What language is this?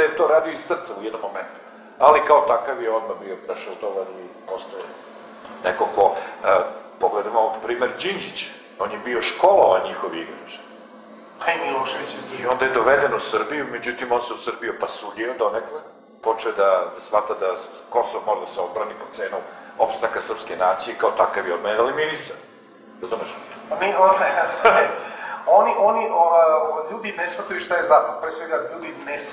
Serbian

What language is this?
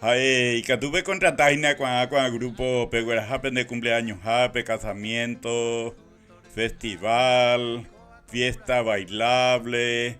Guarani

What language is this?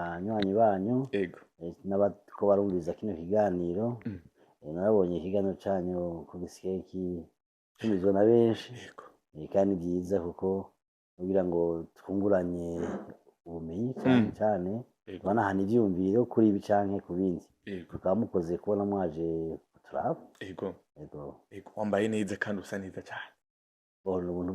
Rundi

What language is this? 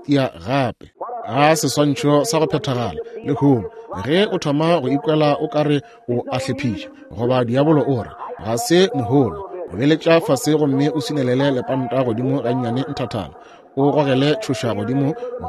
Northern Sotho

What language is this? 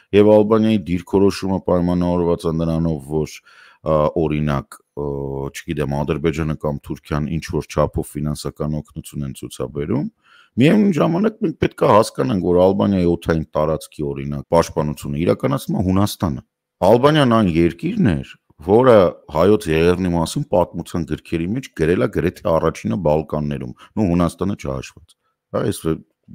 Armenian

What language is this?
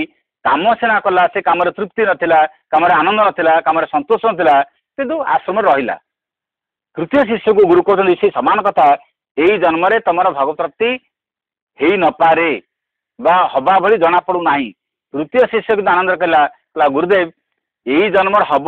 Odia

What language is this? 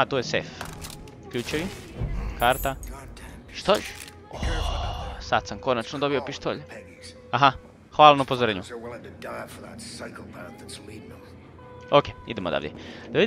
Croatian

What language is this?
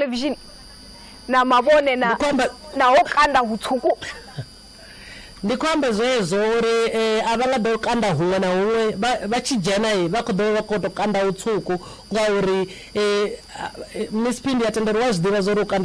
Venda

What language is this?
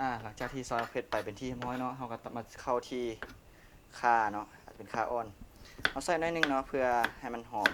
Lao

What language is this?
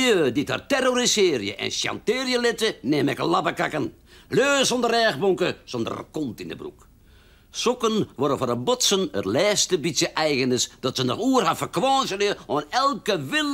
Western Frisian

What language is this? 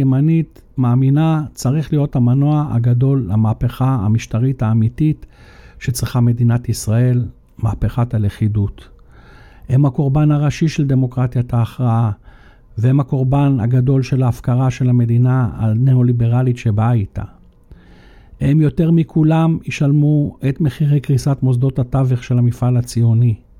Hebrew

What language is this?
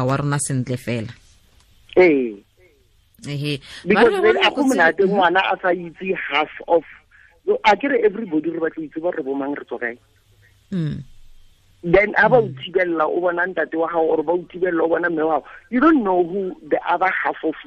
Tswana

